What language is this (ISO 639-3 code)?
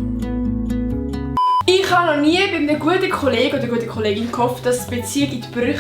gsw